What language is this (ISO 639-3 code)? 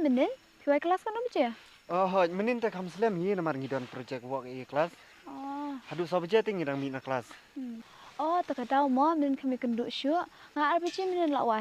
kha